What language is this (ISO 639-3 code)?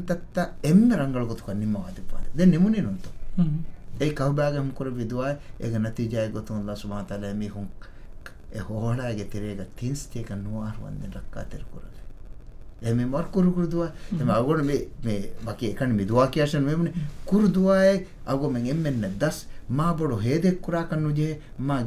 div